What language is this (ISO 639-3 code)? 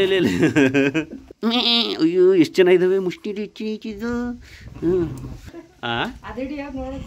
kan